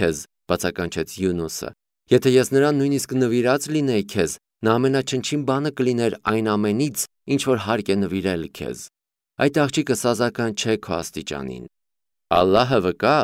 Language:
Armenian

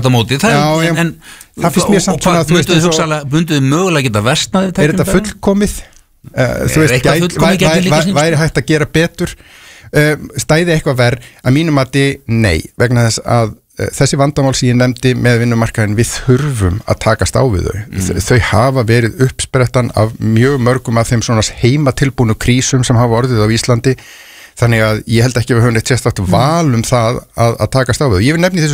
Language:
Icelandic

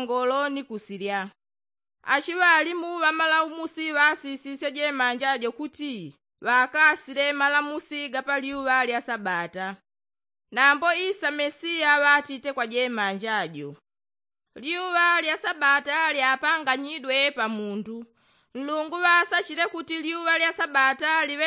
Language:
Yao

